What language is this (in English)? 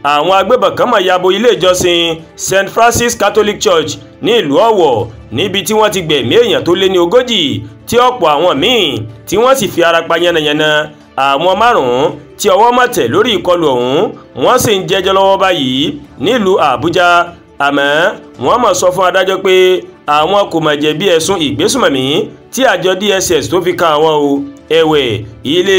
Yoruba